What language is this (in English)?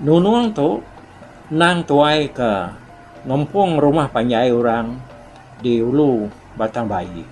Iban